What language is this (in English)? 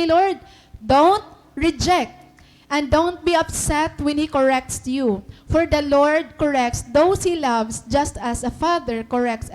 Waray